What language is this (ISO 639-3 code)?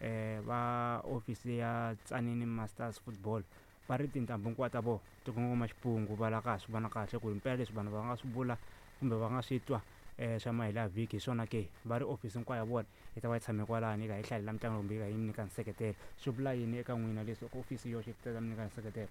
tso